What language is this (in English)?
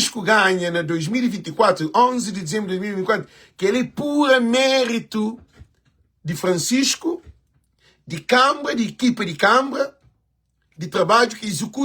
Kabuverdianu